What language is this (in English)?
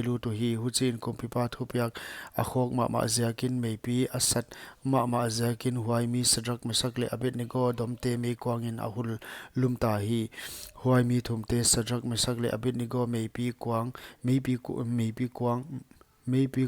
Paite Chin